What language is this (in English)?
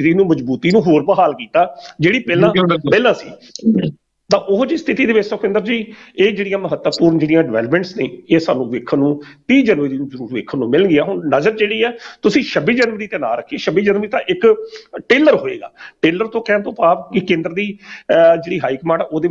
Punjabi